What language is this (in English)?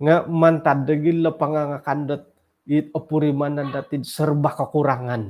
Central Dusun